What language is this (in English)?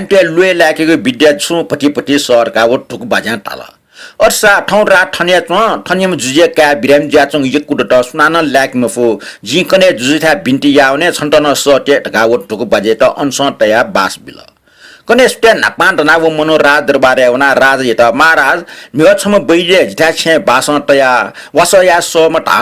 Newari